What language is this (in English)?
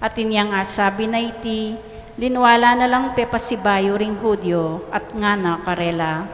Pampanga